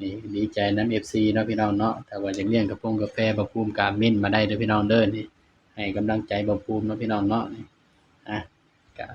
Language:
Northeastern Thai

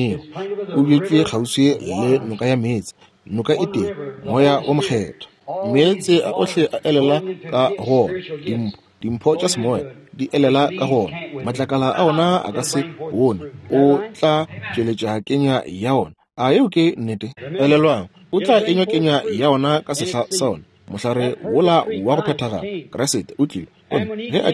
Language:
Northern Sotho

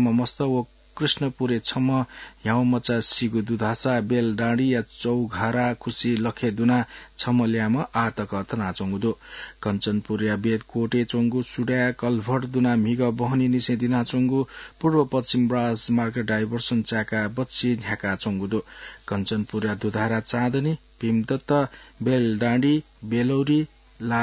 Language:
Newari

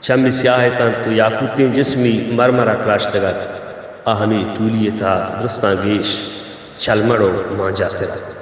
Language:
Baluchi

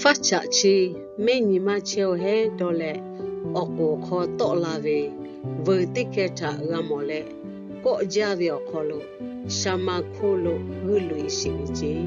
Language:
Lahu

